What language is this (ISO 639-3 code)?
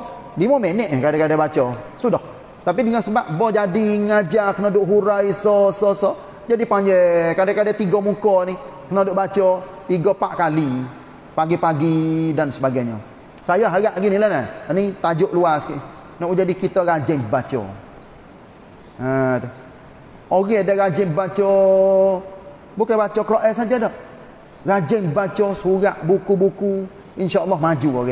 msa